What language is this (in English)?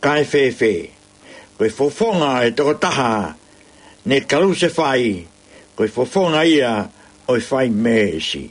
Tongan